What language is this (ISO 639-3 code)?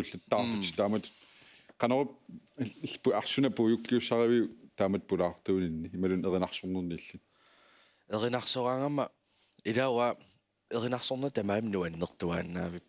kal